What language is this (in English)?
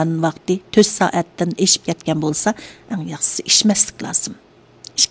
Uyghur